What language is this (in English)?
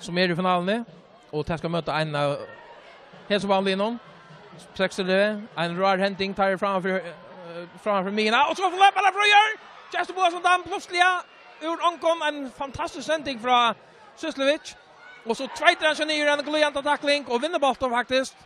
Faroese